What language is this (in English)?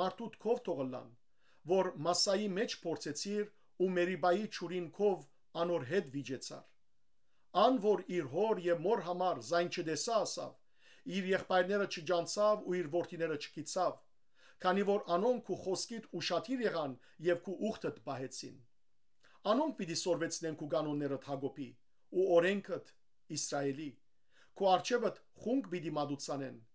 Western Armenian